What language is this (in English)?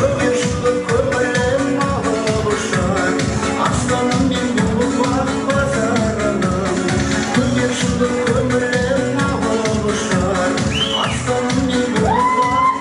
Kara-Kalpak